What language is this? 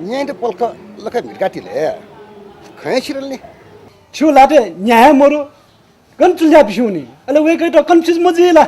Newari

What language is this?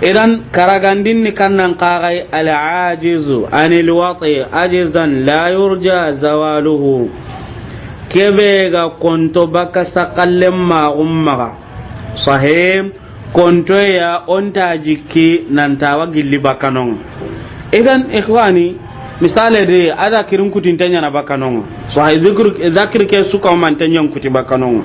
Soninke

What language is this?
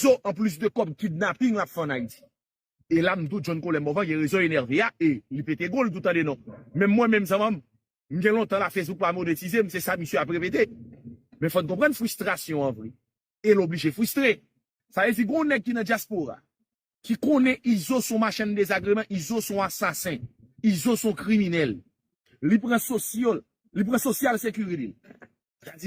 Haitian Creole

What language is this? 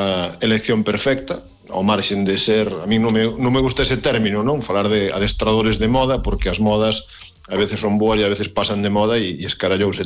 Galician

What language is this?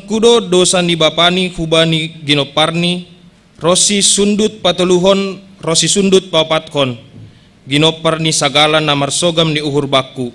Batak Simalungun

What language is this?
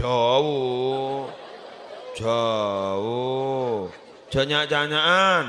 Madurese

